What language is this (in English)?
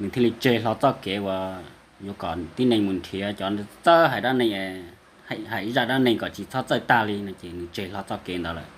Hmong